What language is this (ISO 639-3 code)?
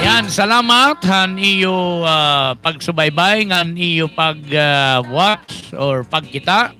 war